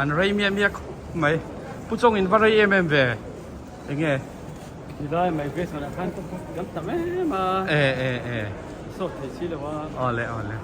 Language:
Mizo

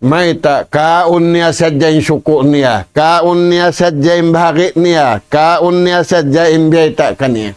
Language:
Tausug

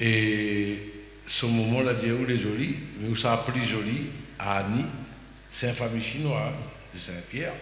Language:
Réunion Creole French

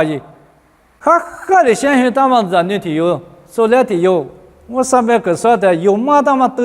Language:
Lisu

